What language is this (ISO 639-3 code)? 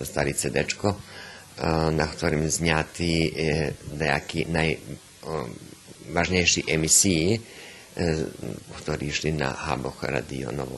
rue